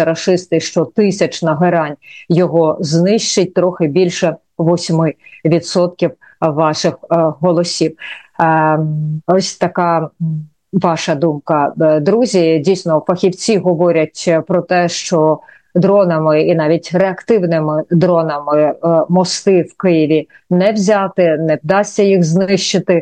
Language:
Ukrainian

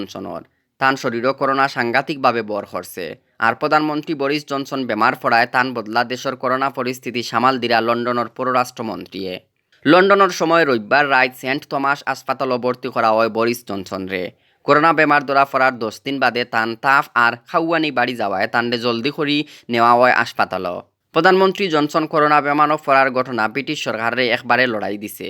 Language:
Sylheti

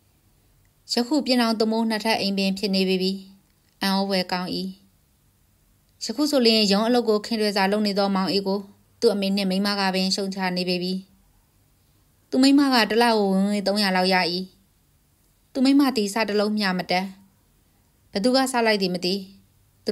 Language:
Burmese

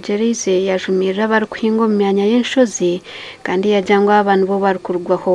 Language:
Nyankole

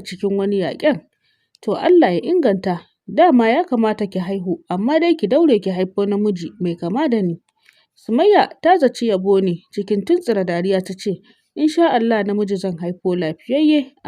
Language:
Hausa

